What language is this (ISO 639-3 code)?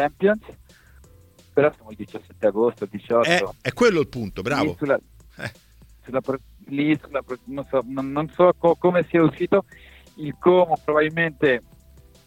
ita